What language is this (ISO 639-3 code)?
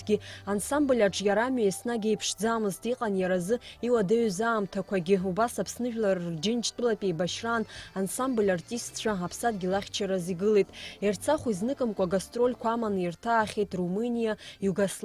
abk